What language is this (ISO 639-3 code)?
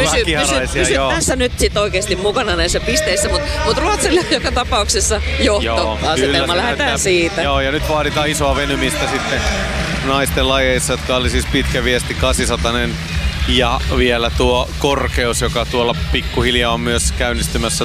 fin